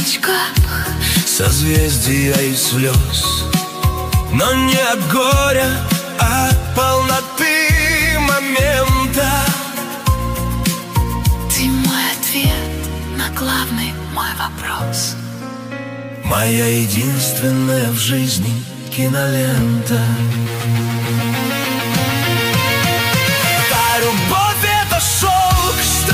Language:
Russian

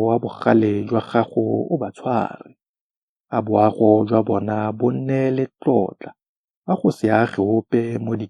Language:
Tswana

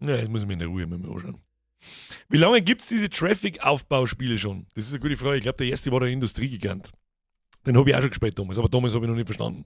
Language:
Bavarian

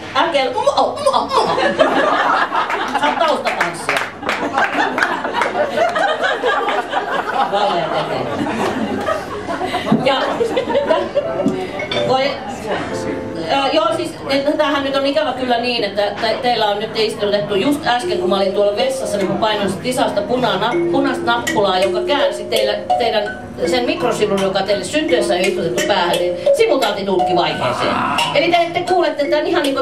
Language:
Finnish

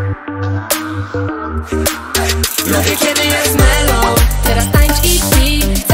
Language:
Polish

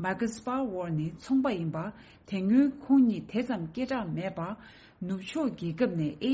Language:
Tibetan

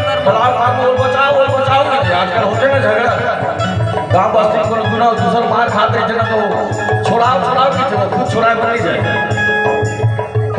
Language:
Chhattisgarhi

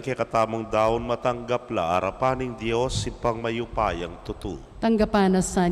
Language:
Pampanga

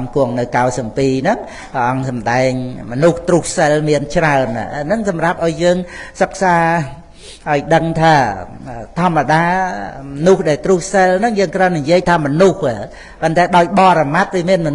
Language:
Khmer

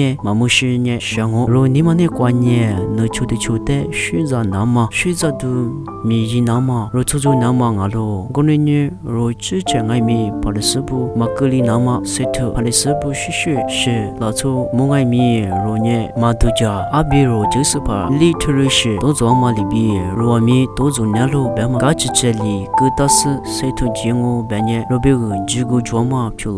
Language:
Lisu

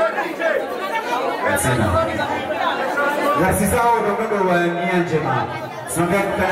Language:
Swahili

